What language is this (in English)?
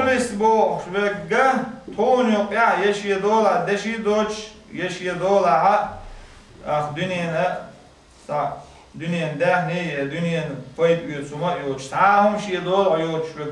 Chechen